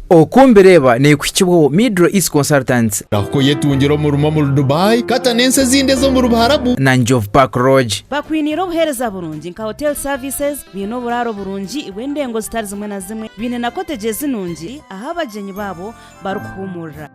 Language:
Nyankole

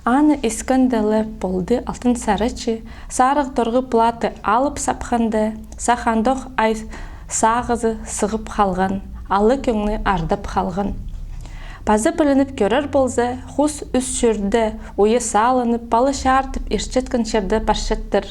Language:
Khakas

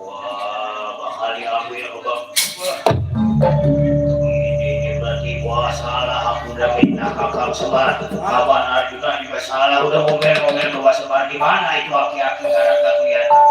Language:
Betawi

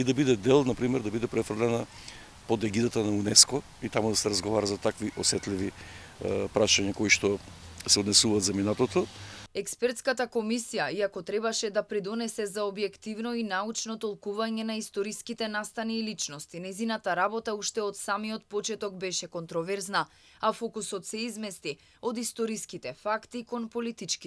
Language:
Macedonian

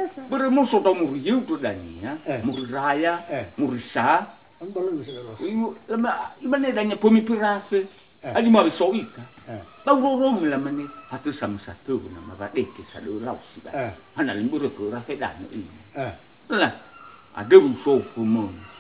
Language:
Nias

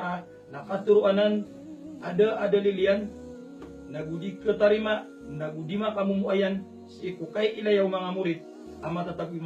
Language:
Maranao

